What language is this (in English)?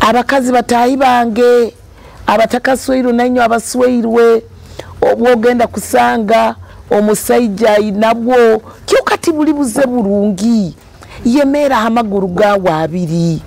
Nyoro